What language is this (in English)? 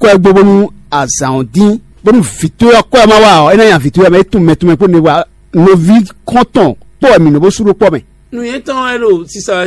Fon